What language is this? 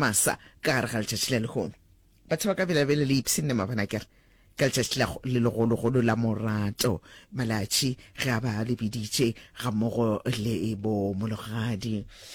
Northern Sotho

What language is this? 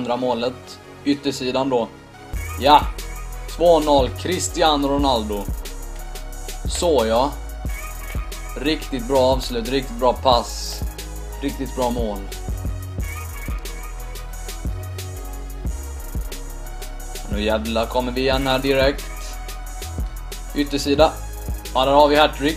Swedish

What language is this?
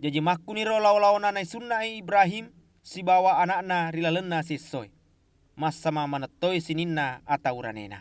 Buginese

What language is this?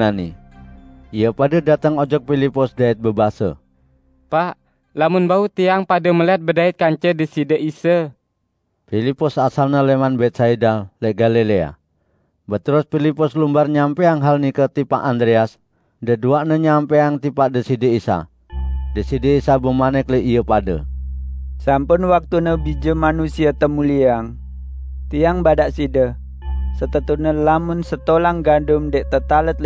Sasak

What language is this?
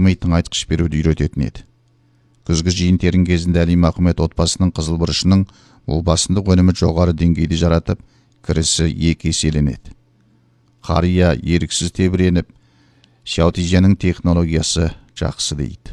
Kazakh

